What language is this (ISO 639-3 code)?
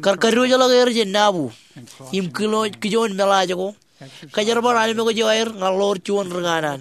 mah